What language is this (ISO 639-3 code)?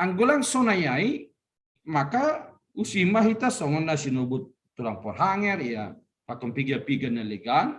bts